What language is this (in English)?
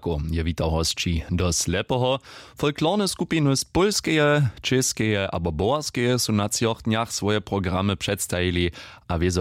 Upper Sorbian